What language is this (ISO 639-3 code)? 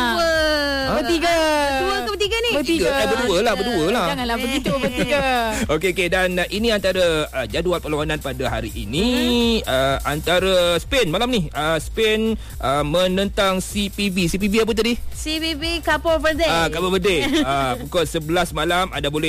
msa